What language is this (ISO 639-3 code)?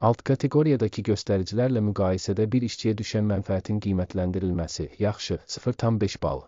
aze